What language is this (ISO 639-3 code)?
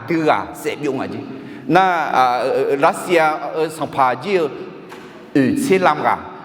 ahk